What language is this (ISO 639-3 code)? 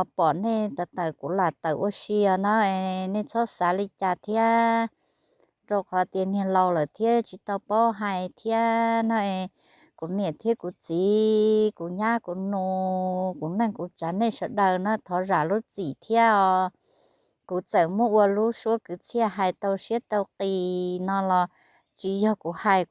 hmn